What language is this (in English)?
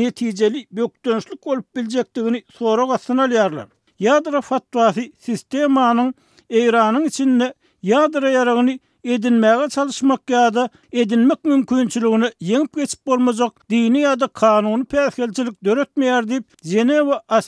Turkmen